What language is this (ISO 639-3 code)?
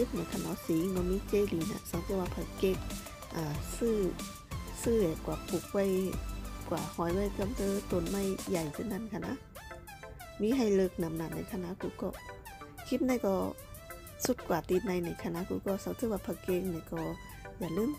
shn